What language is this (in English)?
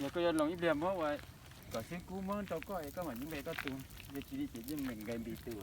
Hmong